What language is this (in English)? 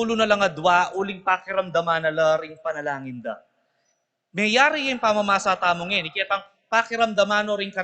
Pampanga